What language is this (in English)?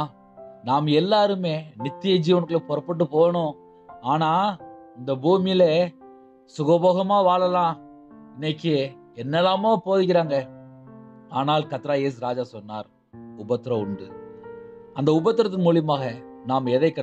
Tamil